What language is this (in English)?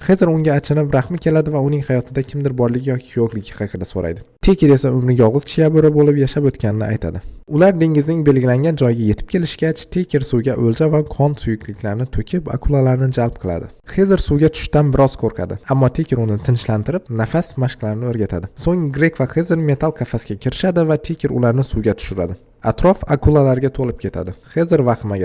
Uzbek